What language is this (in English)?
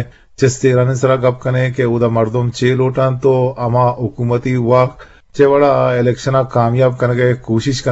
Eastern Balochi